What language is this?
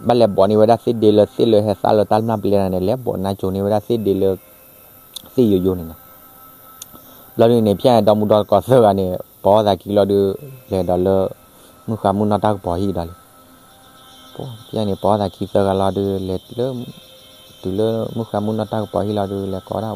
S'gaw Karen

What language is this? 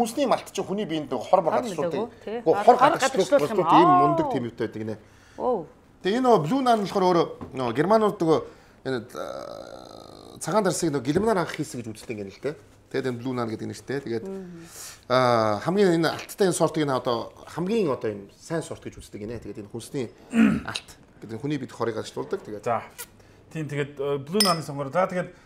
Mongolian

